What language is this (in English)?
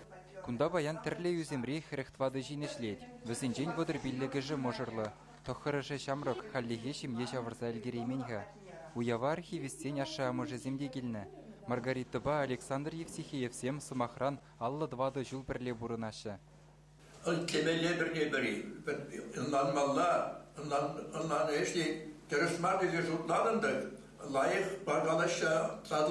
Chuvash